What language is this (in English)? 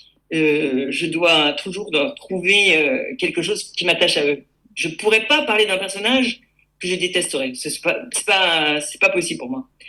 French